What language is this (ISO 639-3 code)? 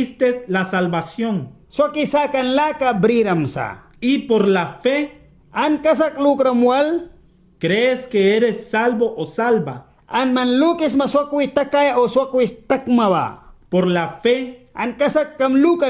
miq